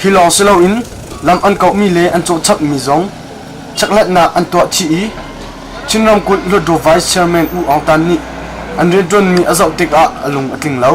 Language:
Hakha Chin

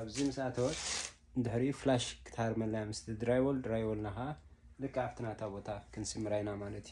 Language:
Tigrinya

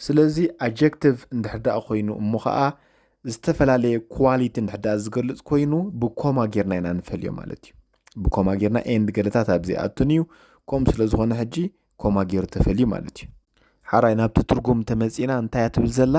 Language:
Tigrinya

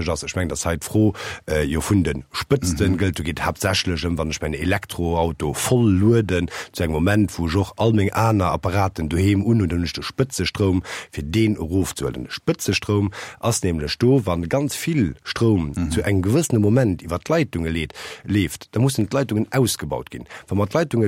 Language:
Luxembourgish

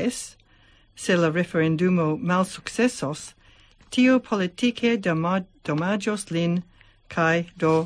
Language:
Esperanto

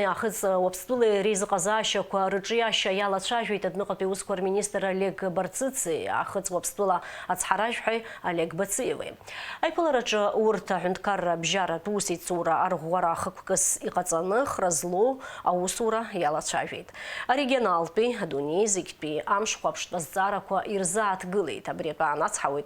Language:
Abkhazian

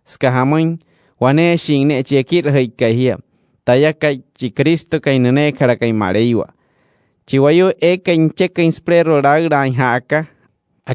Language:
Wayuu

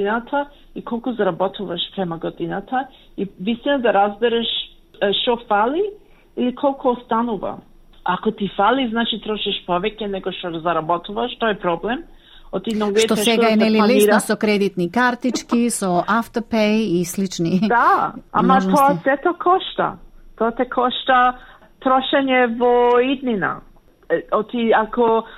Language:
Macedonian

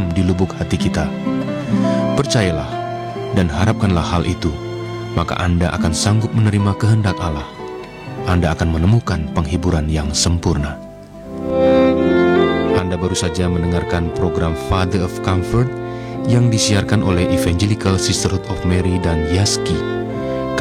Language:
Indonesian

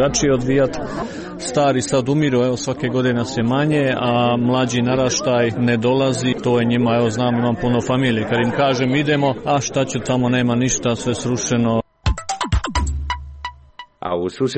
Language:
Croatian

